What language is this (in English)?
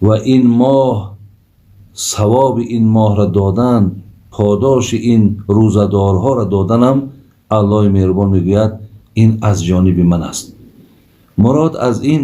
Tajik